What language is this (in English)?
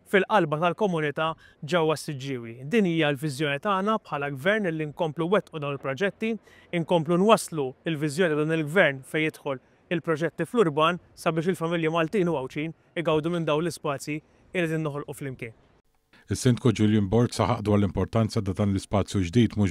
Maltese